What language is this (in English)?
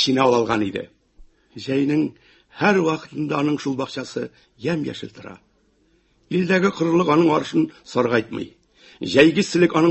Tatar